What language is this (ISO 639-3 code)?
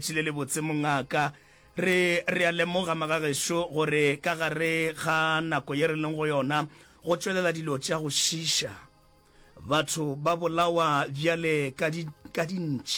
nso